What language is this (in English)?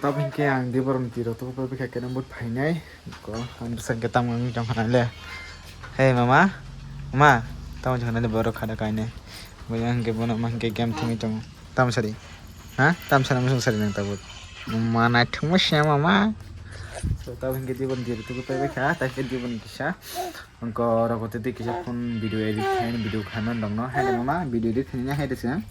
Kok Borok